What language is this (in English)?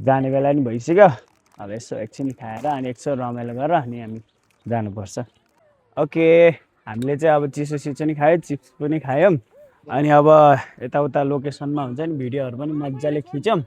Nepali